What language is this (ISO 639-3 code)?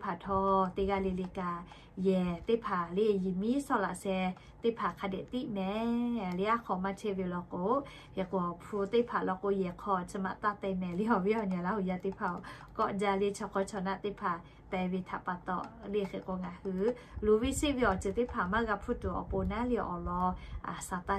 lhu